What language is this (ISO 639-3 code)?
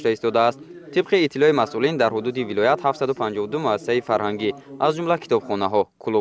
tgk